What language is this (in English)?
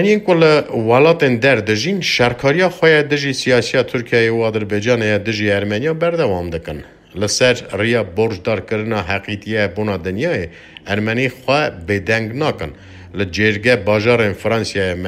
Kurdish